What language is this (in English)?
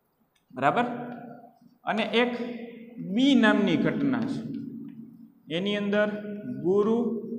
Gujarati